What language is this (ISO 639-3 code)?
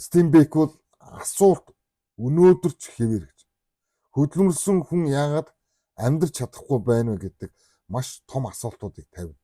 mon